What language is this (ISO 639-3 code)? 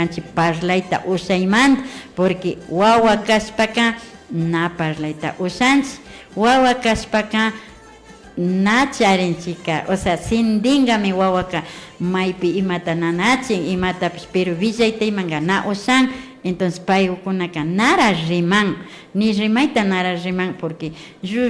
qvi